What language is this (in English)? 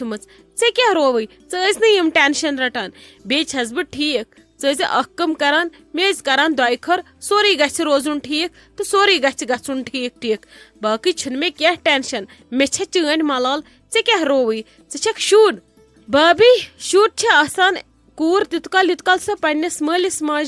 Kashmiri